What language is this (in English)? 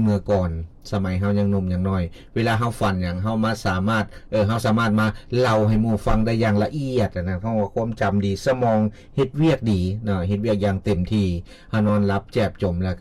Lao